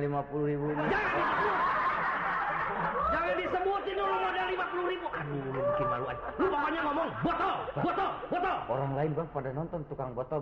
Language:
Indonesian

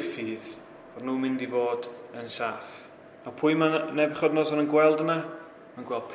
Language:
Welsh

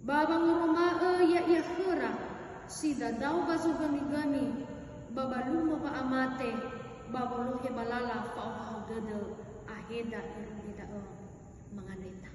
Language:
Nias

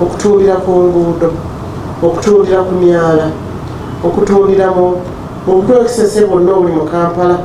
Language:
Ganda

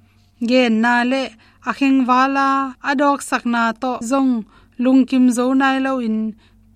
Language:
Tedim Chin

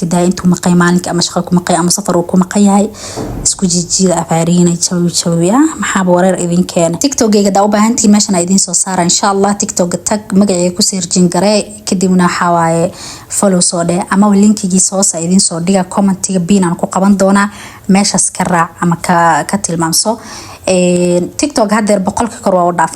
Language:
Somali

